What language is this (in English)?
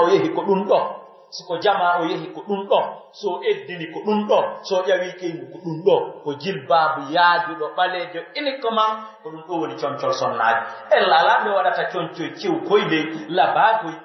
Pular